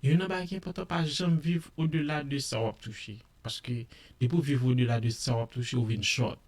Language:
Haitian Creole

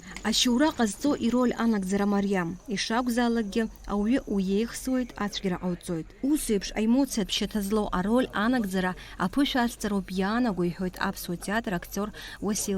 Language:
Abkhazian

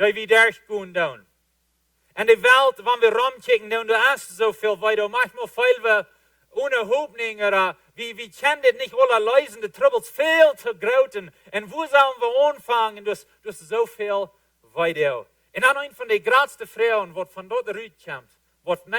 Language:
Plautdietsch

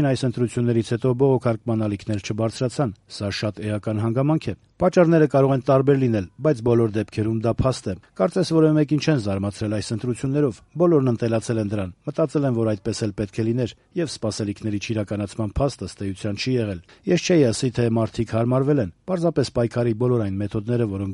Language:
Armenian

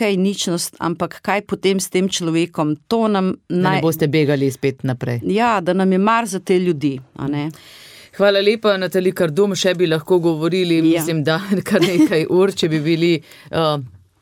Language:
Slovenian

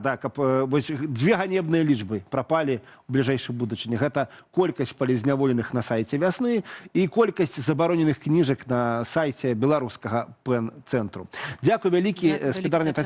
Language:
Belarusian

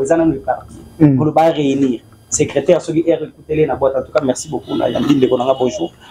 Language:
Lingala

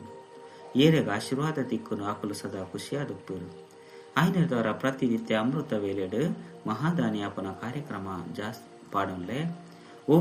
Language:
Tulu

